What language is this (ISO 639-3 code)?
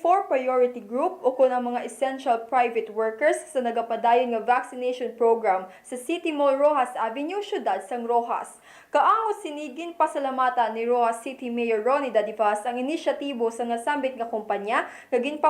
hil